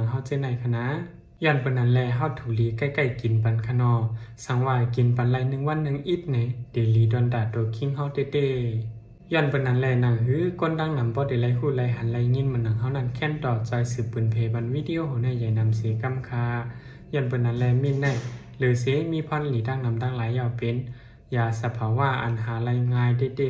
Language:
Shan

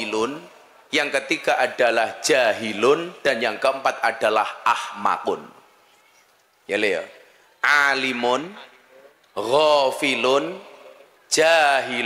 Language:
Indonesian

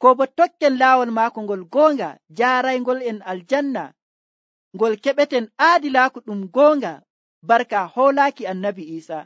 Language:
Nigerian Fulfulde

